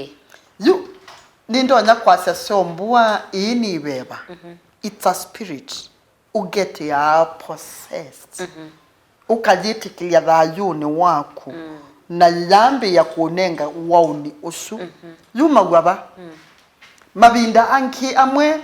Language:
Kamba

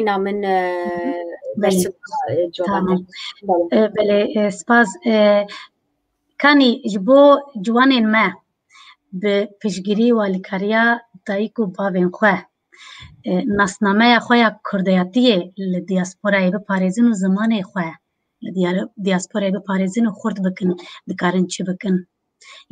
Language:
Kurdish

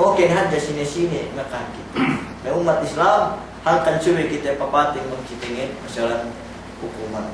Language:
Yakan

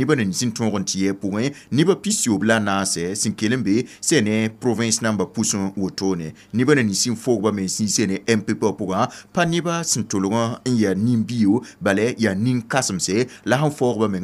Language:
Mossi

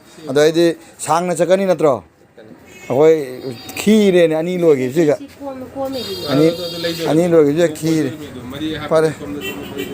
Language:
Manipuri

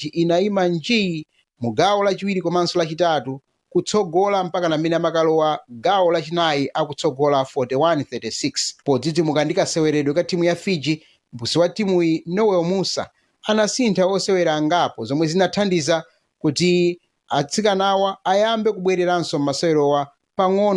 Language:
Nyanja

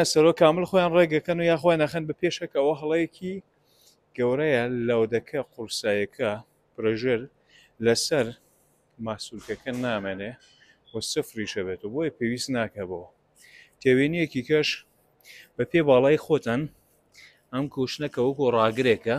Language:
Central Kurdish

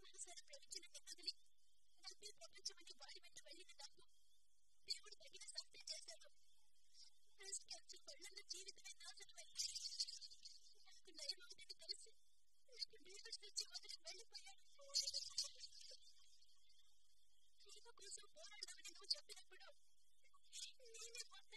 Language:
Telugu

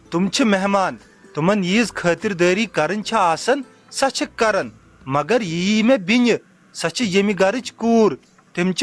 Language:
Kashmiri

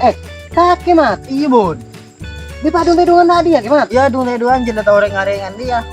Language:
Madurese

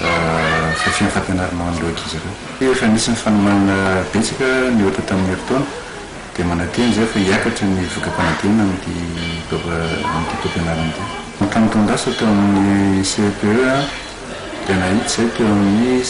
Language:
Malagasy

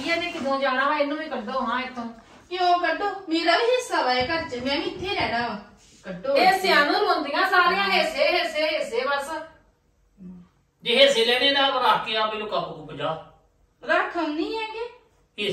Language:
Punjabi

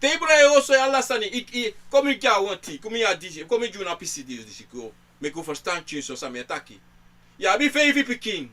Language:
Sranan Tongo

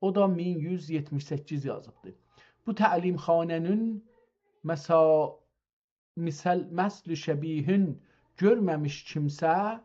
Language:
South Azerbaijani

